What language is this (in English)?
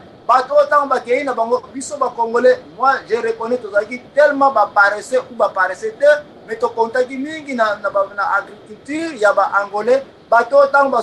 Lingala